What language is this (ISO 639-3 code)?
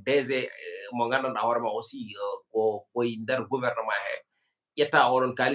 ful